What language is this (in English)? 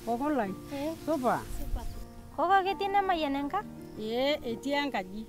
Masai